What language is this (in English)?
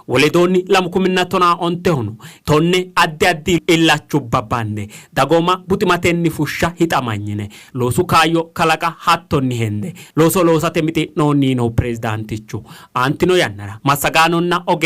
Sidamo